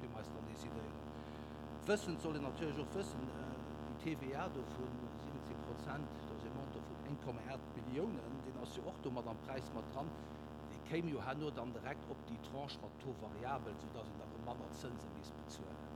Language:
Luxembourgish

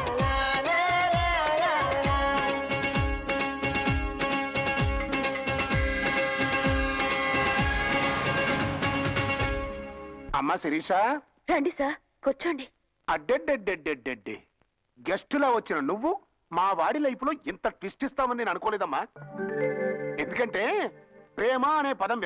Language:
Telugu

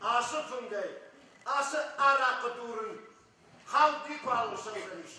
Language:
Ossetic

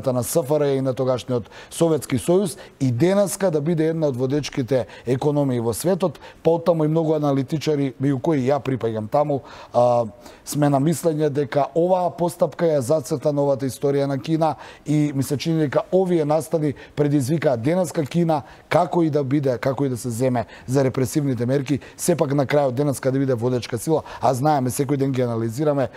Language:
Macedonian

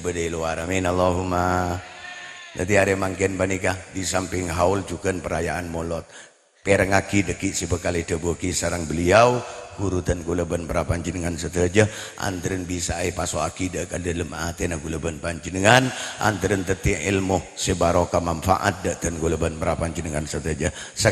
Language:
Madurese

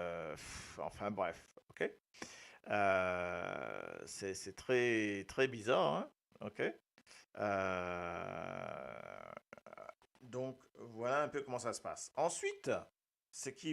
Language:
Morisyen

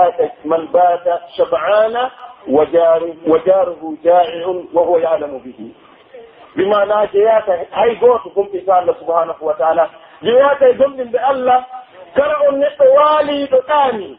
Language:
Pular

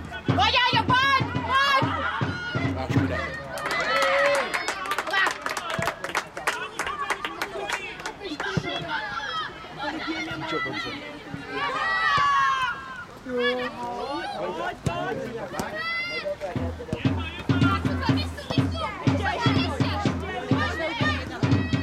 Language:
Czech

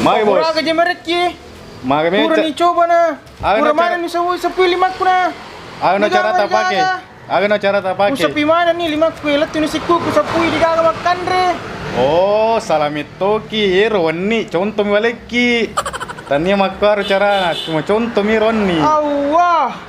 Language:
Buginese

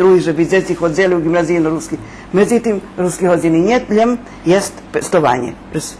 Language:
Rusyn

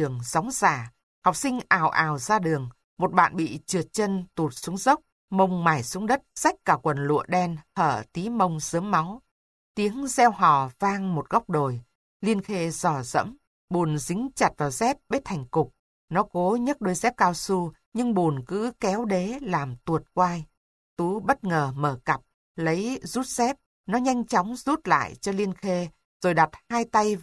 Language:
Vietnamese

